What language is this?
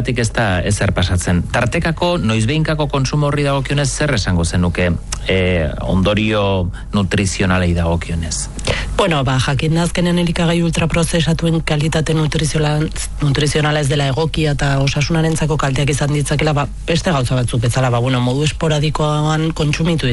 Basque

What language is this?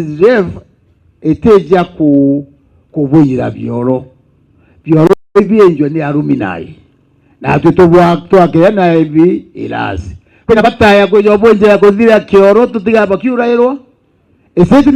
Meru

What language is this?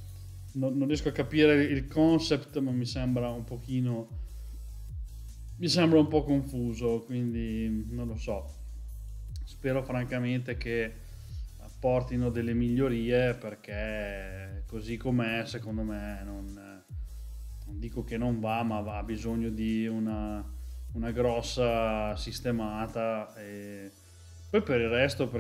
Italian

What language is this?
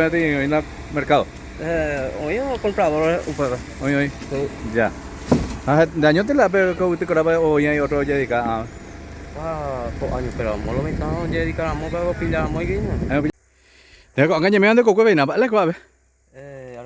Guarani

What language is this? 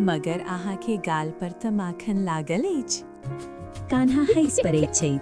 Maithili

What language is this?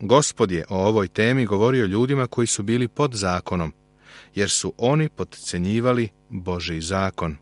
Serbian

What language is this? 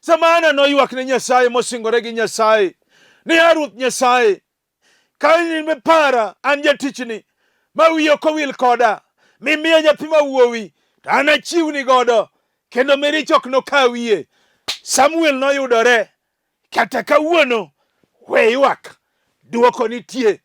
Luo (Kenya and Tanzania)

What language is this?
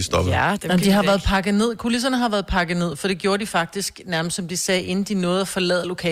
Danish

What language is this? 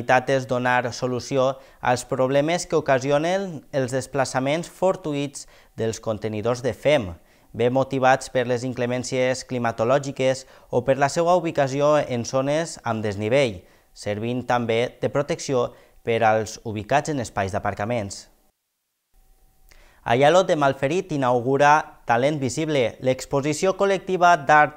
Catalan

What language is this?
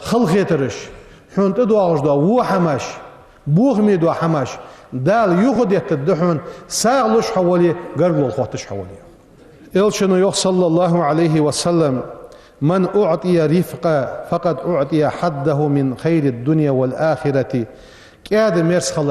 Ingush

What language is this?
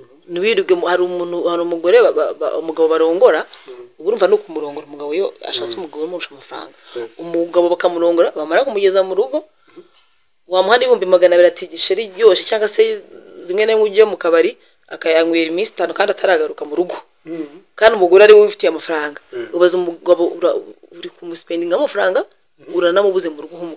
Kinyarwanda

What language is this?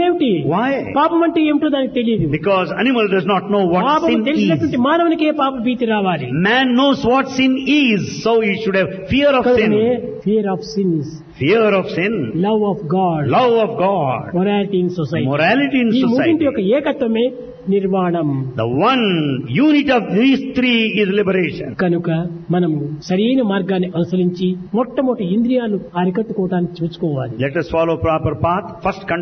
Telugu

